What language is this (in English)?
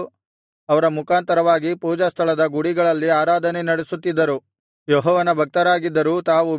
Kannada